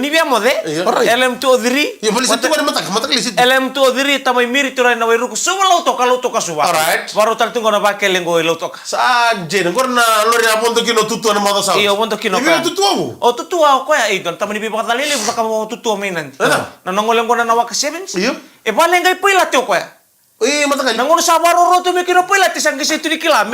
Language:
Fijian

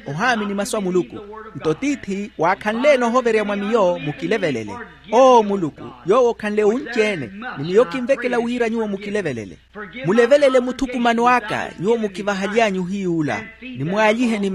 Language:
Makhuwa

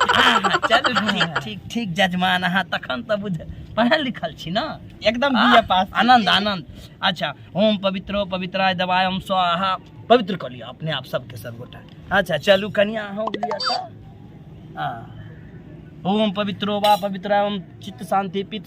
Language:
Maithili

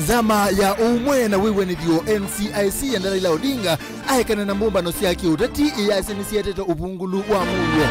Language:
Kamba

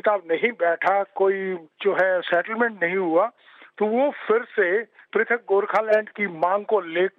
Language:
Hindi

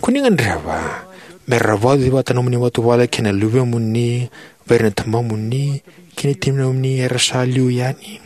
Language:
Fijian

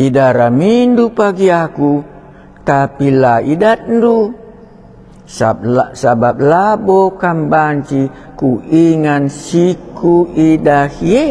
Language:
Batak Karo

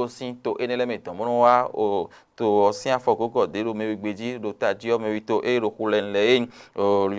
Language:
Fon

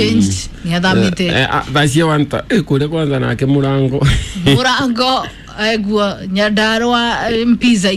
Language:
Kikuyu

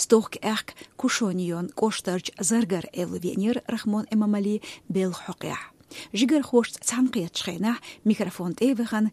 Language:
Chechen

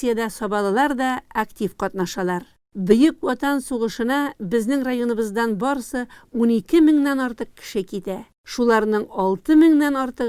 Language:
Tatar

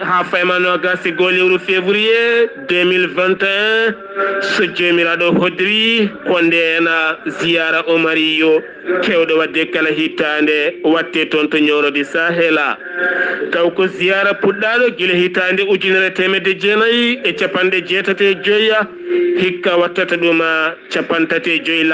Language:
Fula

